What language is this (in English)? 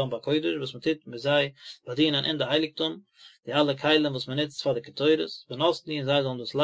Yiddish